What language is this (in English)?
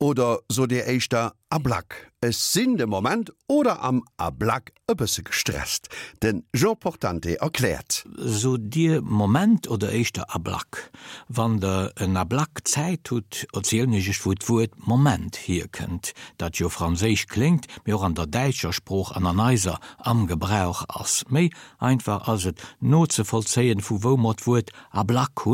Luxembourgish